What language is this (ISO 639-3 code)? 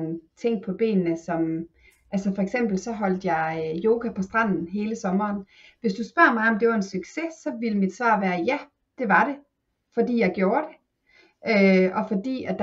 dan